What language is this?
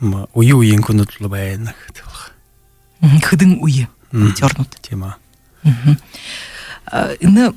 Buriat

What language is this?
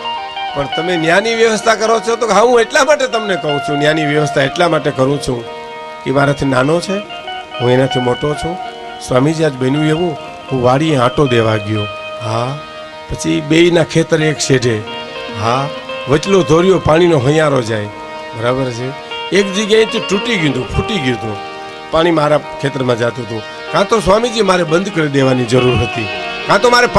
Gujarati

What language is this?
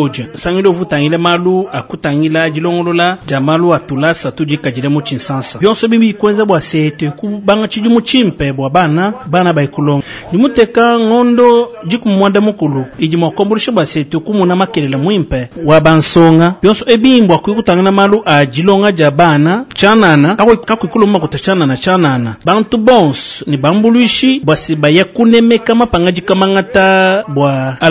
Luba-Lulua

